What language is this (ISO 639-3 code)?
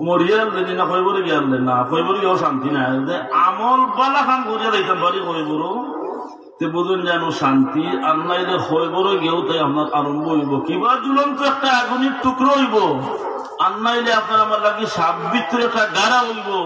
syl